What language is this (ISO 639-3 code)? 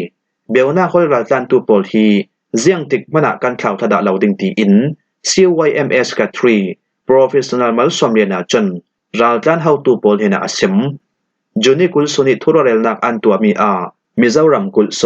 cfm